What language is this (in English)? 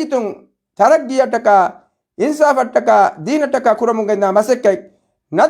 Divehi